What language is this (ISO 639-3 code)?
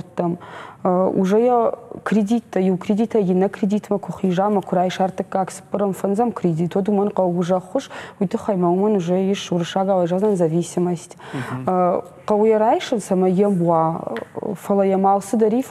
oss